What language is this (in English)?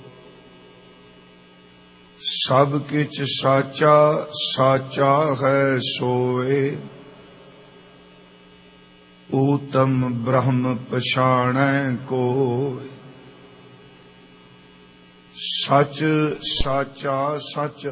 Punjabi